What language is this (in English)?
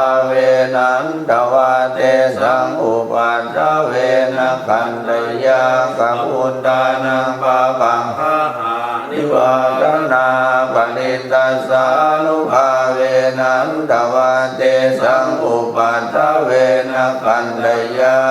Pali